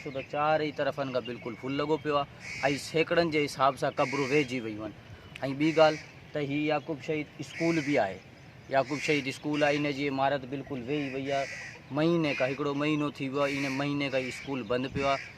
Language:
Sindhi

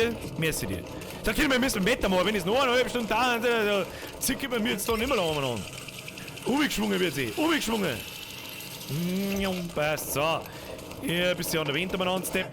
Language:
Bavarian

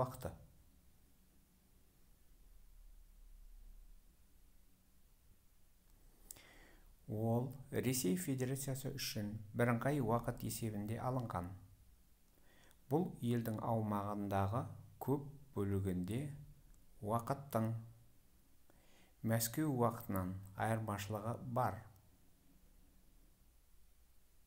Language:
Kazakh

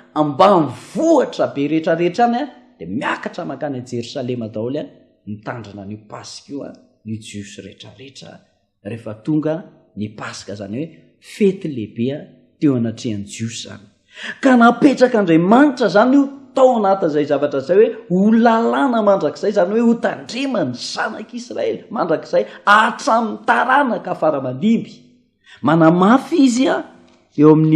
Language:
Malagasy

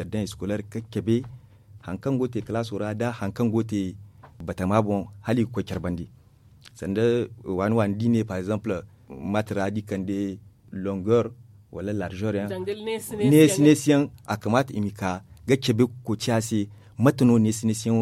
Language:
Zarma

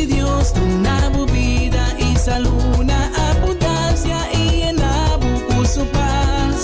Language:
Papiamento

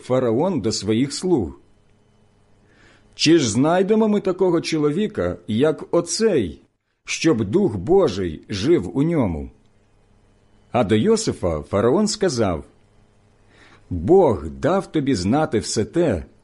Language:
Ukrainian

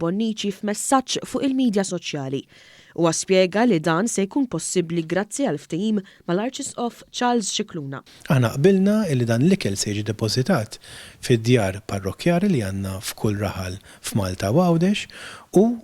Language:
Maltese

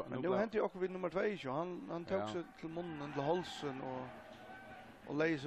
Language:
Faroese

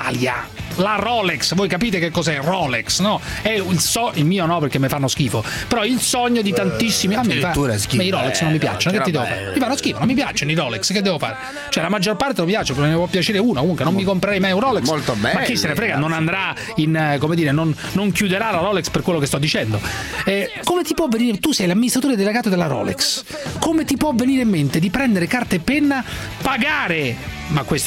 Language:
Italian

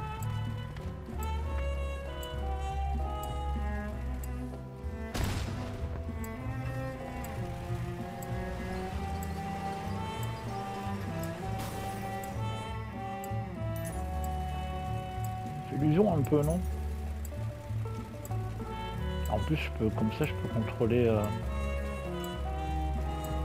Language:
French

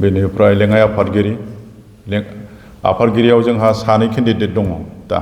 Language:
Bodo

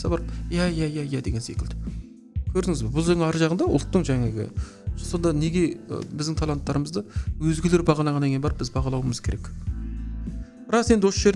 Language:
Kazakh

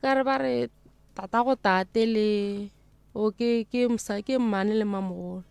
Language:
Northern Sotho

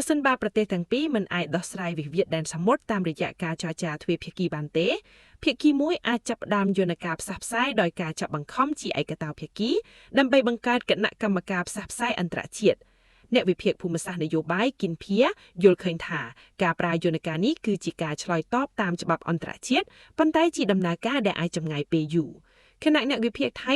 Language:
Khmer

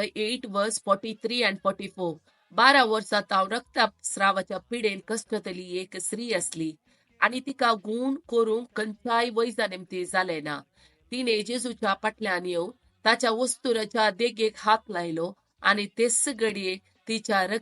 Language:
Konkani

